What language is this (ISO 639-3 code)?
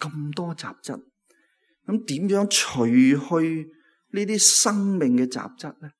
yue